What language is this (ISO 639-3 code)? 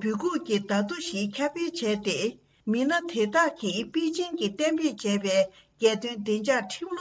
bod